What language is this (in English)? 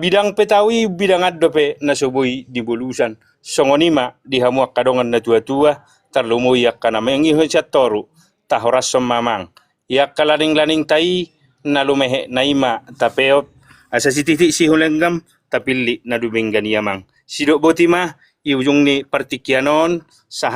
Batak Toba